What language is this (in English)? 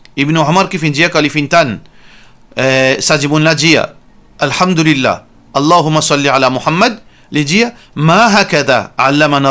Morisyen